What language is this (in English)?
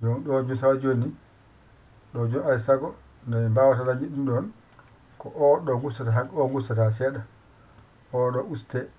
Fula